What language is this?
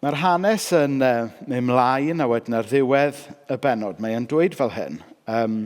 Welsh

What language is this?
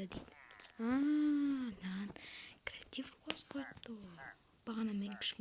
Kazakh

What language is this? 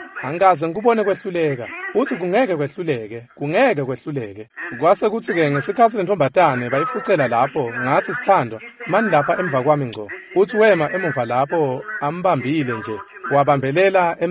Swati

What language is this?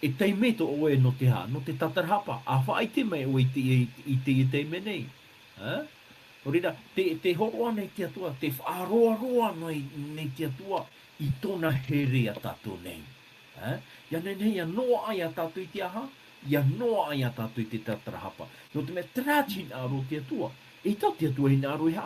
Tahitian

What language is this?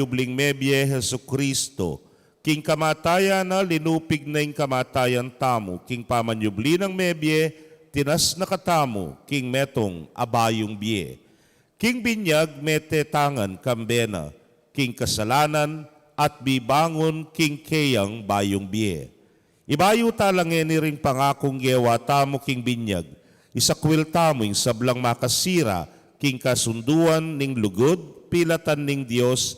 Pampanga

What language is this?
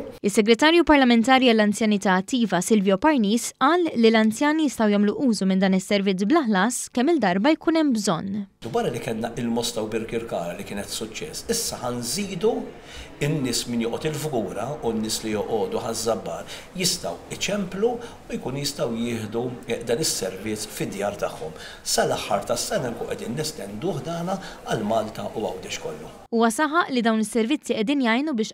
Maltese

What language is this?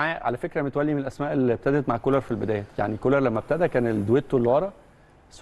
Egyptian Arabic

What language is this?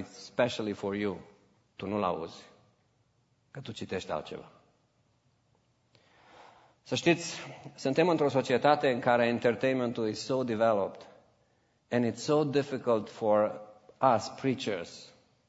Romanian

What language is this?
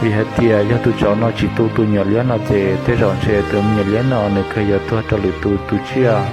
Hmong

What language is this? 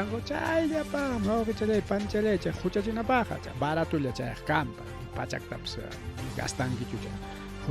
Ayacucho Quechua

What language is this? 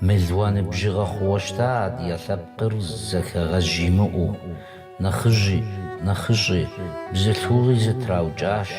Kabardian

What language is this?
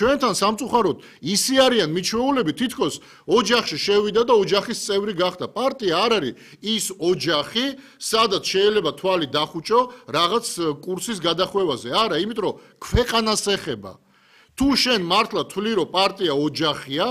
Georgian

